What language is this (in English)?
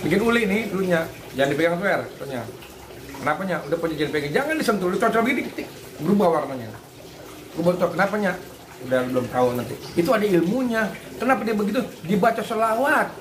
Betawi